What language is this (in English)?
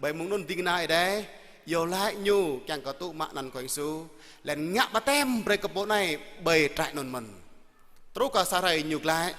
Jarai